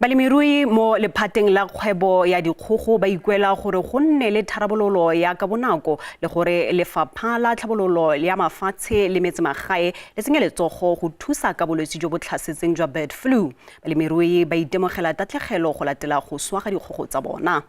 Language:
Tswana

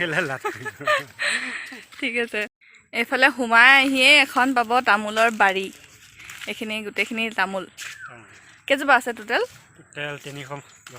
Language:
Assamese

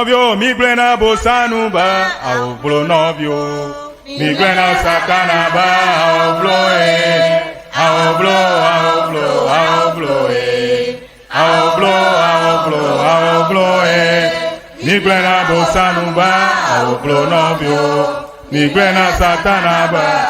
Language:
Ewe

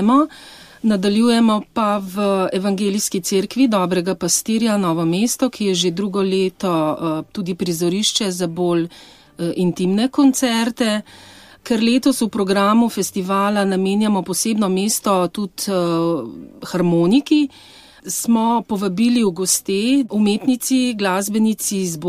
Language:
Slovenian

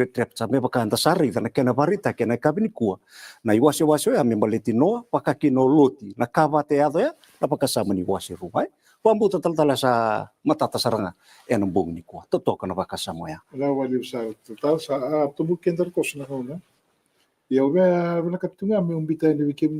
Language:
Fijian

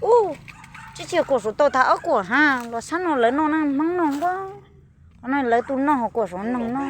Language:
Hmong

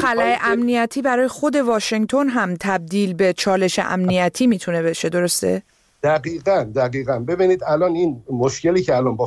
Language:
Persian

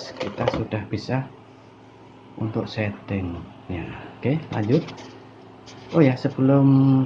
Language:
Indonesian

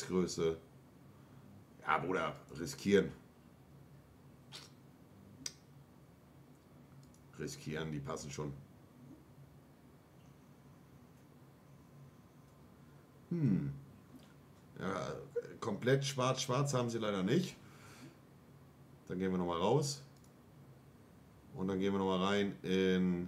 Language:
German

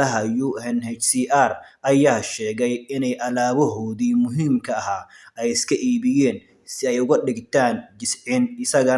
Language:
Somali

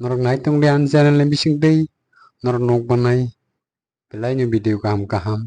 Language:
Kok Borok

